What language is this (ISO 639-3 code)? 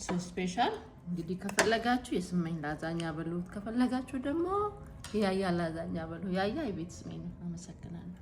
amh